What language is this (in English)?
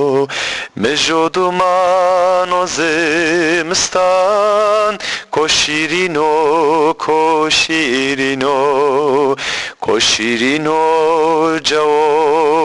Zaza